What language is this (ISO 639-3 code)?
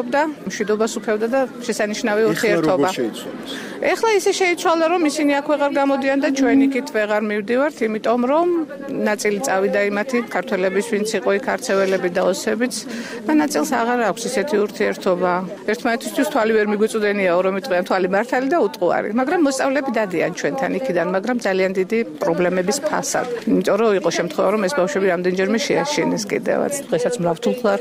kat